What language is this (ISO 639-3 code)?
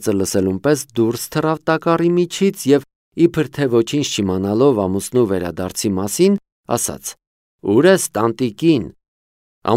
hye